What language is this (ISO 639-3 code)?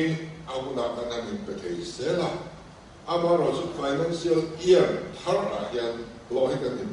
lus